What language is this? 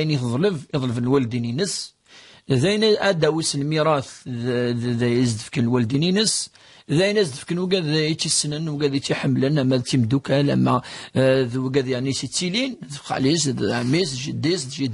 Kabyle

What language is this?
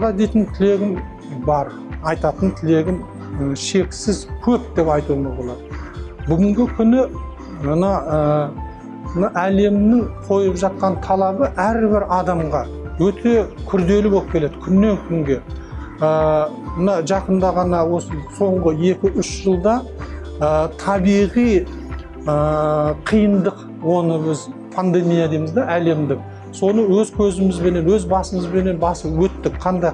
Kazakh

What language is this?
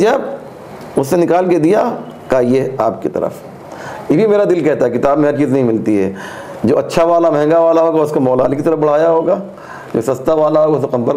Urdu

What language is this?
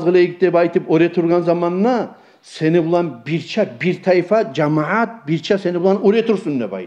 Kumyk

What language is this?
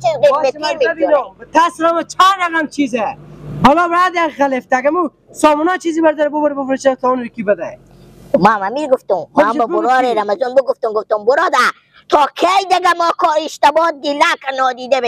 Persian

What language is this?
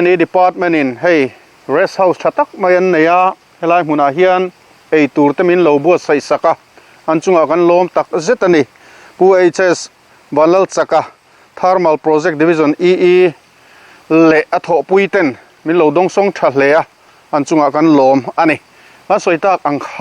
Mizo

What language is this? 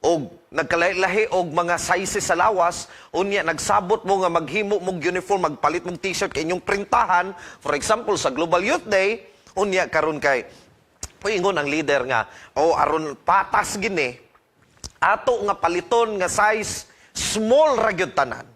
Cebuano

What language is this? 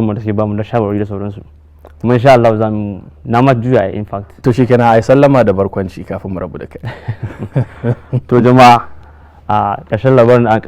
Hausa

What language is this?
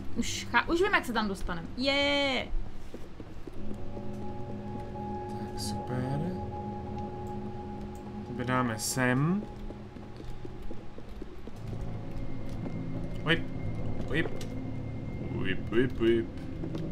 Czech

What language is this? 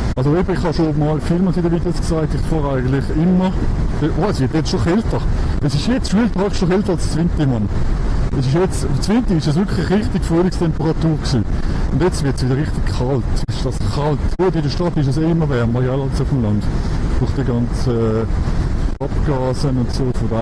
Swiss German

